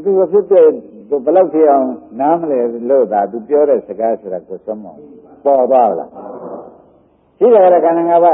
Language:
Burmese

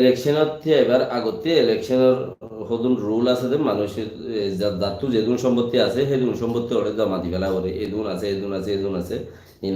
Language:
Rohingya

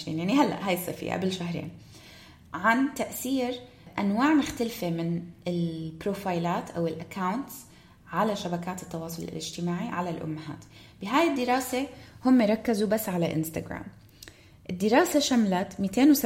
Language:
North Levantine Arabic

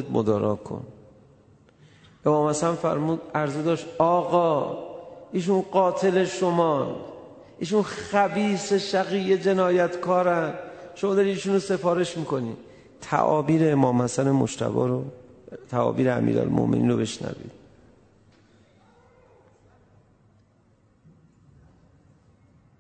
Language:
Persian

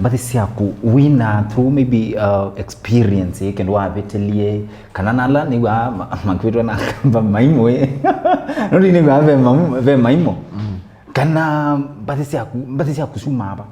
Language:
Kamba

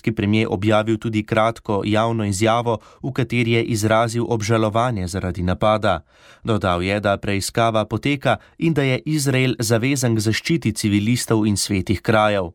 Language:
Slovenian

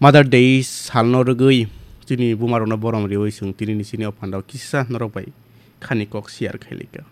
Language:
Kok Borok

